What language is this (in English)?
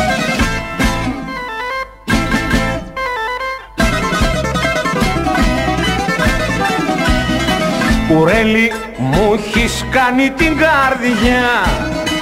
Greek